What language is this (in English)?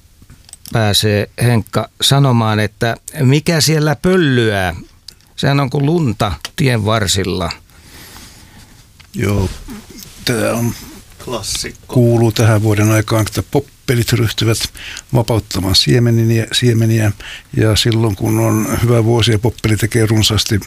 Finnish